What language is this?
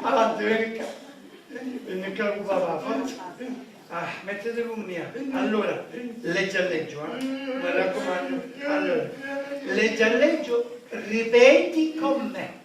Sicilian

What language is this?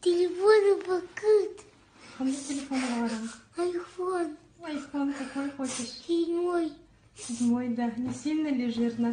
Yakut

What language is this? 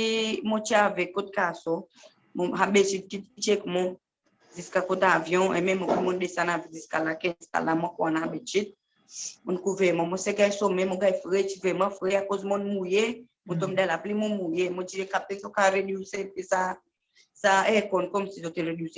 Seselwa Creole French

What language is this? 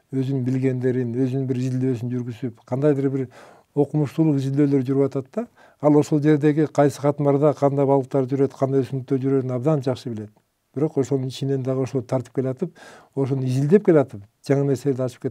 Kyrgyz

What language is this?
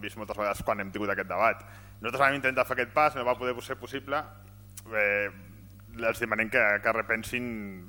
Catalan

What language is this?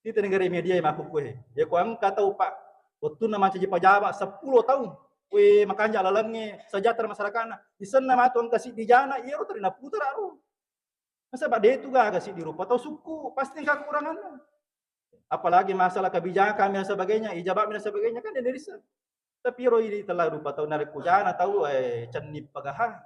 Buginese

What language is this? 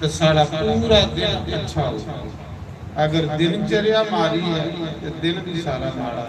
Dogri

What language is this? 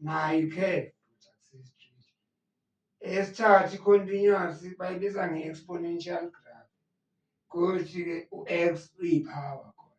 Zulu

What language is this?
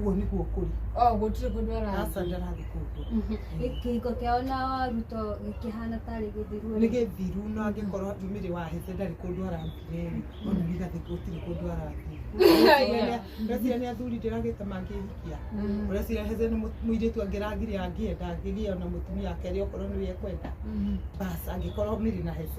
Kikuyu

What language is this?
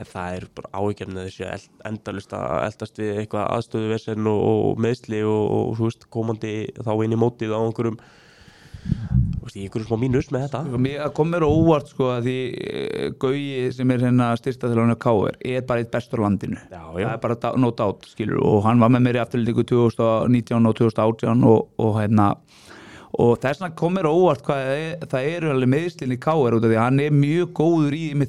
Icelandic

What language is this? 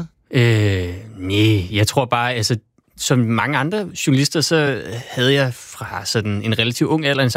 Danish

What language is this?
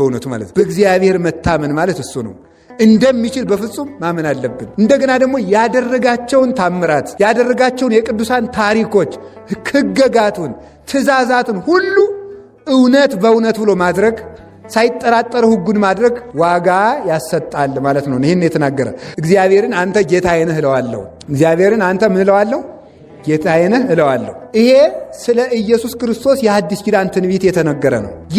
Amharic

